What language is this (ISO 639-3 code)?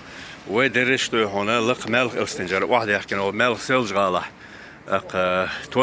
che